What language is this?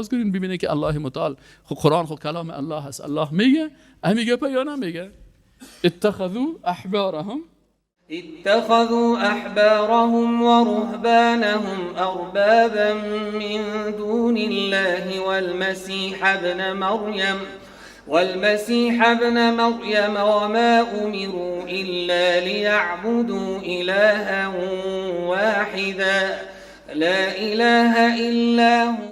Persian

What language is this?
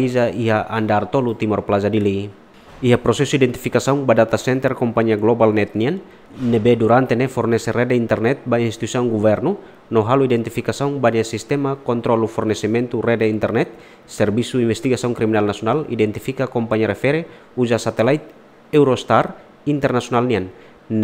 Tetum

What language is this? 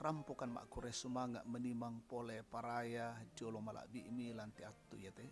Toraja-Sa'dan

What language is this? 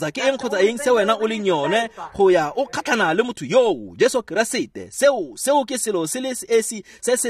Tswana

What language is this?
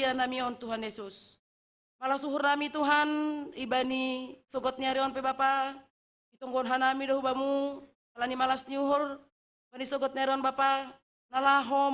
Batak Simalungun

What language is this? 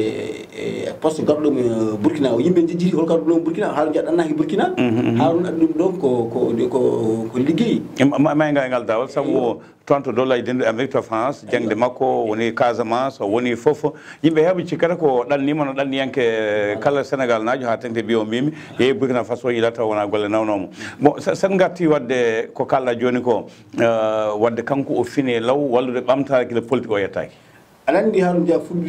Fula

